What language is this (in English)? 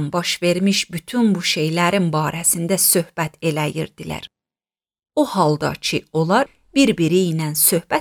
Azerbaijani